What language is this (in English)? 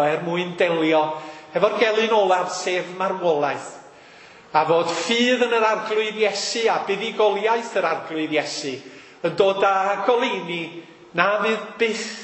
Welsh